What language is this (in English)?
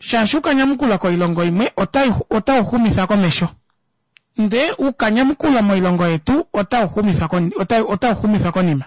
Kuanyama